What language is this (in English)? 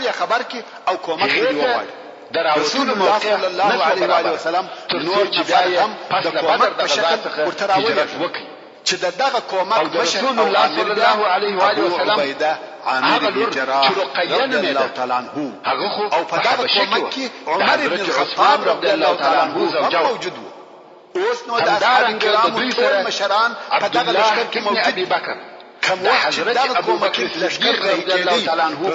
Pashto